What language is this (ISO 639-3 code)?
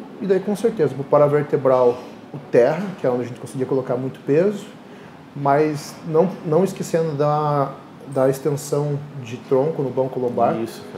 por